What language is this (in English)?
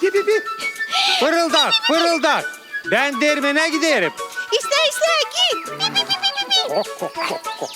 Gagauz